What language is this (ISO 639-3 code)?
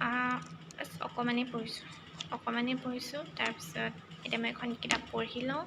asm